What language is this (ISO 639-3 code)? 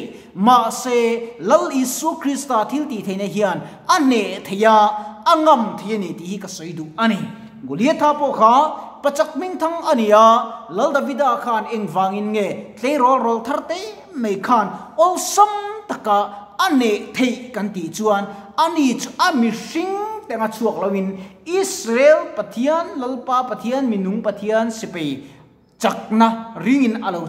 lus